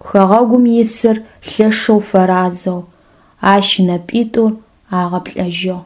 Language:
Adyghe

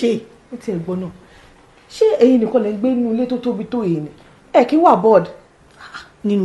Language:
Yoruba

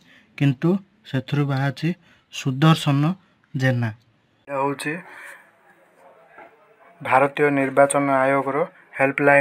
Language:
Odia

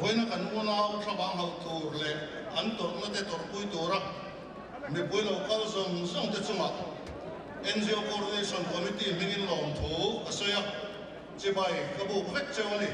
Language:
Mizo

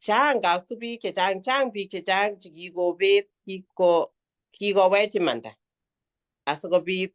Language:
Kalenjin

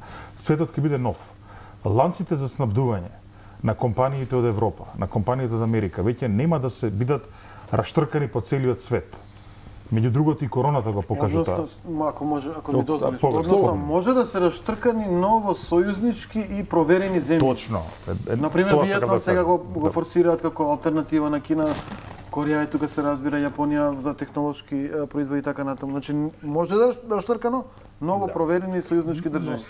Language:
Macedonian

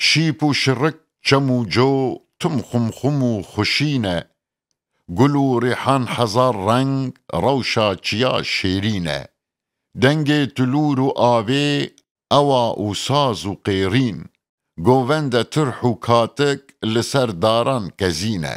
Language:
Kurdish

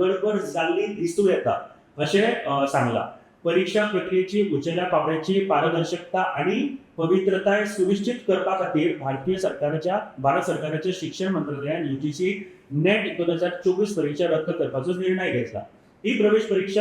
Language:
Konkani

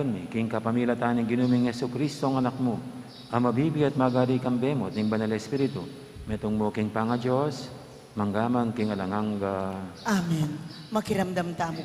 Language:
Pampanga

